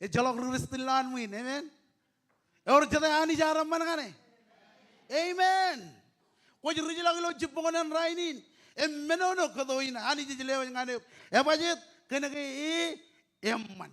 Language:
Marshallese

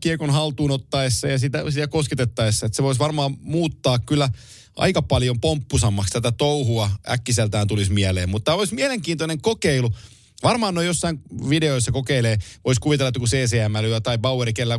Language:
Finnish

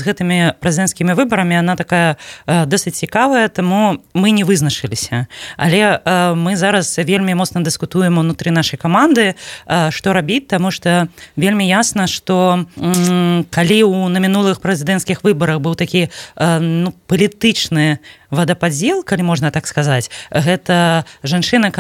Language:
Belarusian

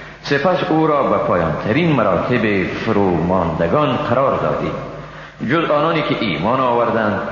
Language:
Persian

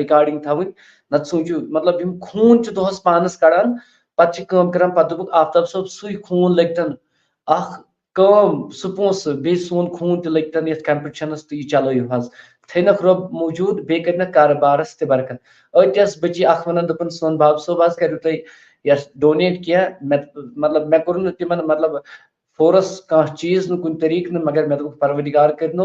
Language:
Kashmiri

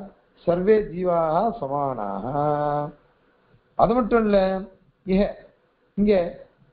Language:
Tamil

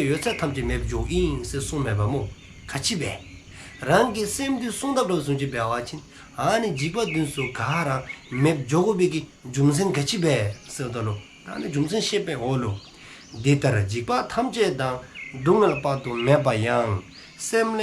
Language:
Dzongkha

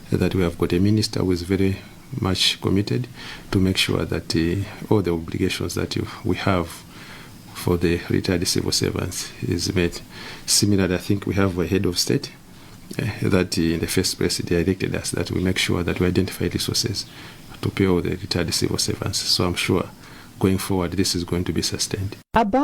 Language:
English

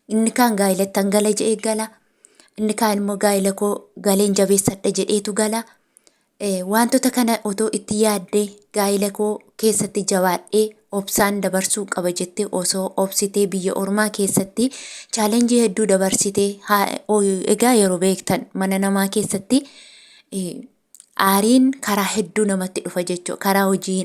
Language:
Oromo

